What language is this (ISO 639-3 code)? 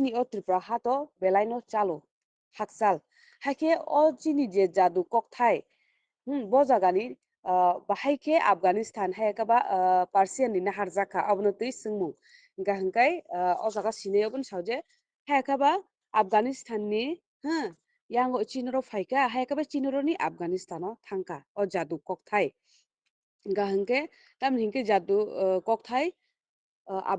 trp